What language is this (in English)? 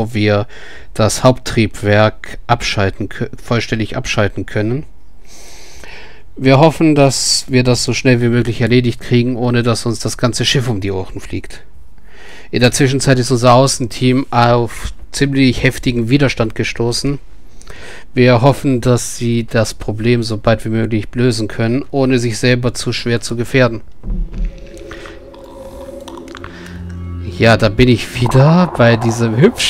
German